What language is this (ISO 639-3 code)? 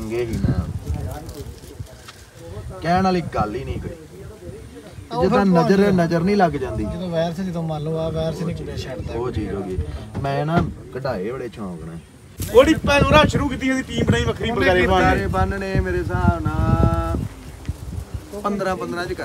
pan